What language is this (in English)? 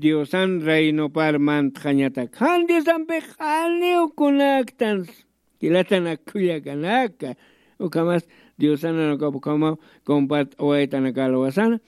Aymara